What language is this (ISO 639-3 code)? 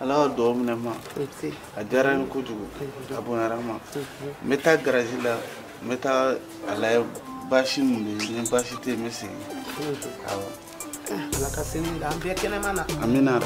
bam